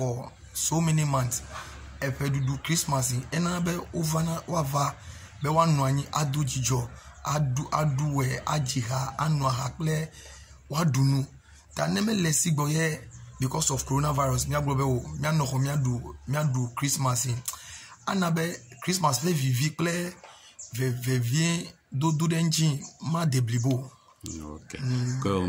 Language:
Ewe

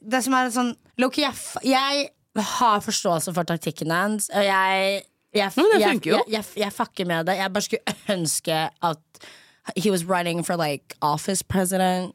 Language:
Norwegian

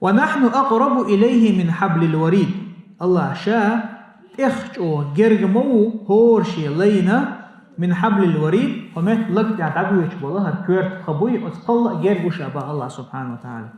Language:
Chechen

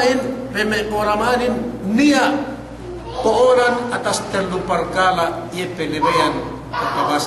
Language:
Yakan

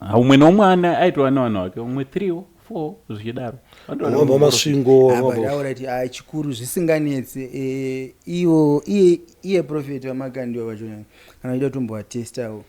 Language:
Shona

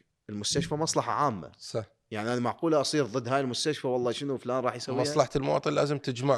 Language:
Mesopotamian Arabic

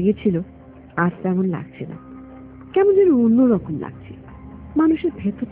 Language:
Bangla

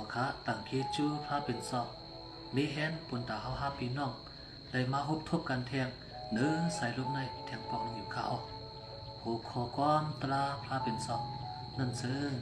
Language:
Shan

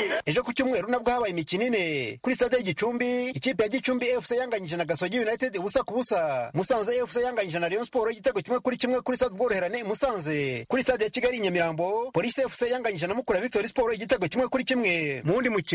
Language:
Kinyarwanda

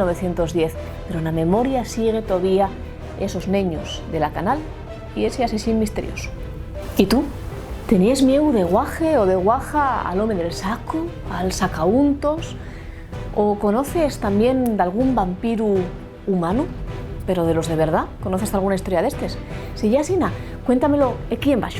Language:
Asturian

